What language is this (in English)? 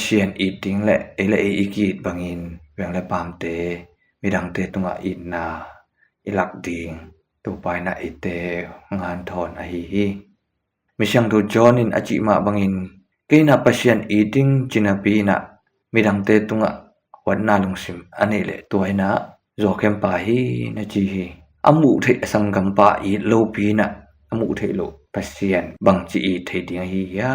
Tedim Chin